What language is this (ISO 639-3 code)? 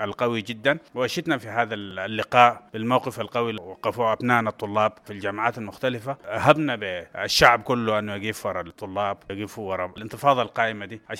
apd